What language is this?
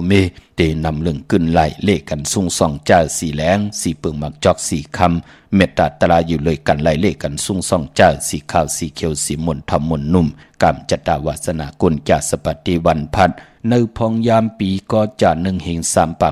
Shan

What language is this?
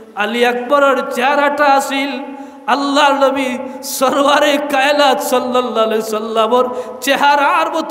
Sylheti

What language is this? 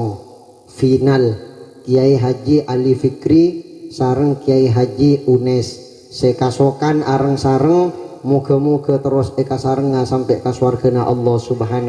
Madurese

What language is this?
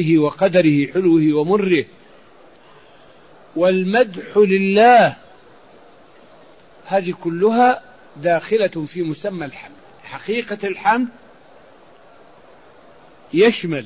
Arabic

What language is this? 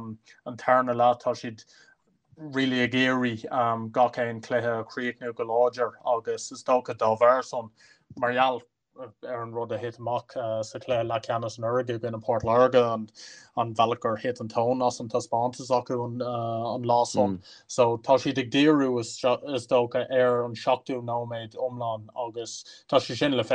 Irish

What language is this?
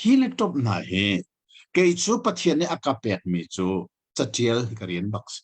Hakha Chin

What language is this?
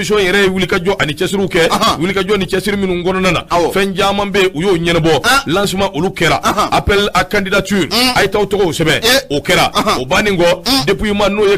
Bambara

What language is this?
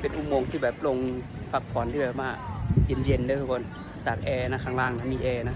Lao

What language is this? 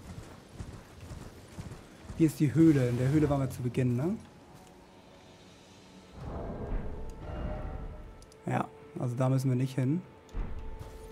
German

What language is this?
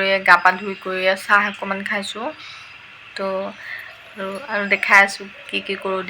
Assamese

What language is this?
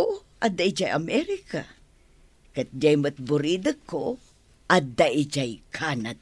Iloko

